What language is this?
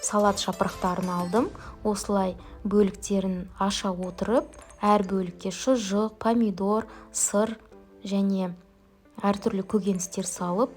Kazakh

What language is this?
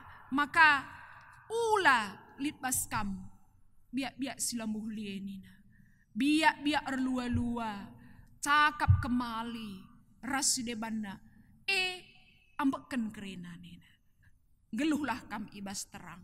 Batak Karo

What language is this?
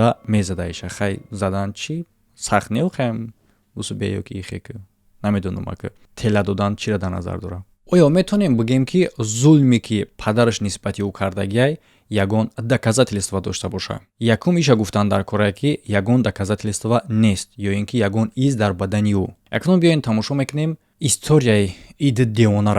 Tajik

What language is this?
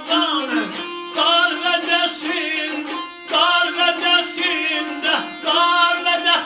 South Azerbaijani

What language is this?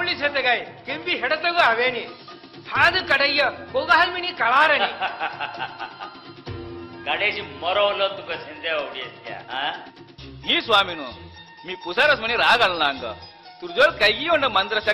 Saurashtra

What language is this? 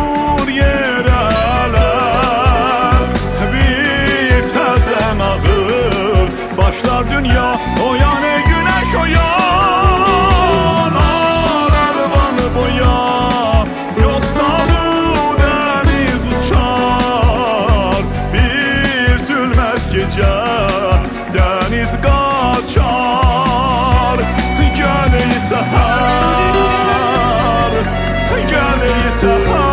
Turkish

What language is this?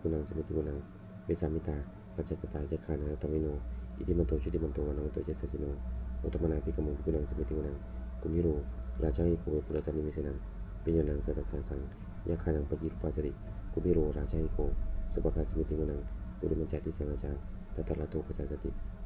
Pali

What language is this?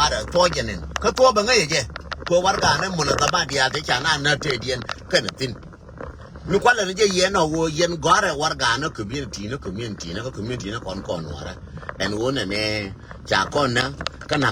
Nuer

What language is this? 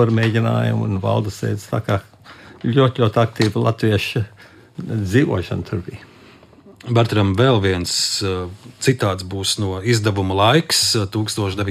Latvian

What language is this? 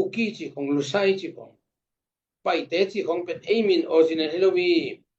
Tedim Chin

